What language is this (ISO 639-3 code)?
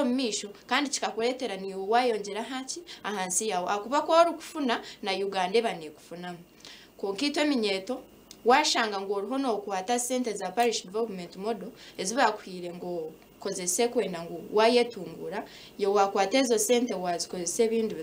nyn